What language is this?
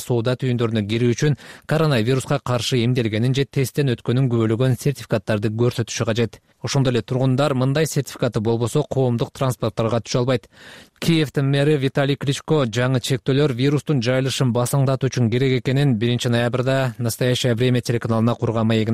Kyrgyz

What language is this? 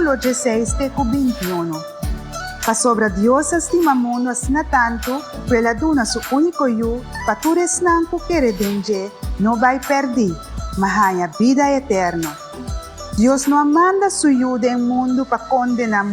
Papiamento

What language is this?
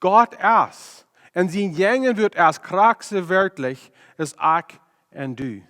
Plautdietsch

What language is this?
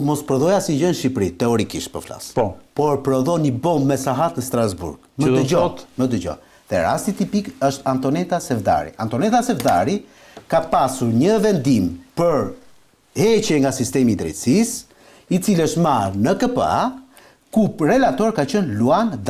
Albanian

